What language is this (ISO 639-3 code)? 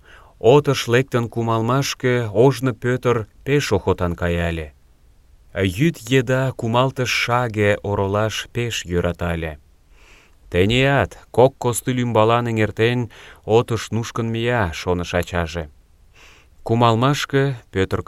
chm